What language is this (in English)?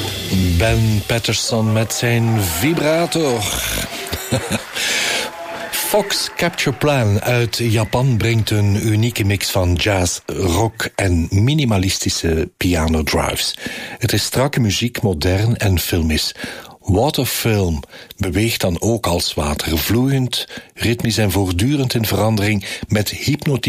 Dutch